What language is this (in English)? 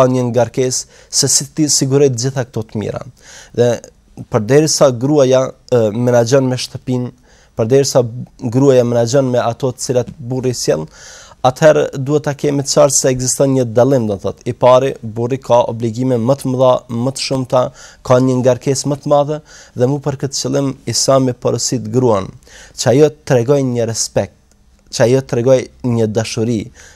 Albanian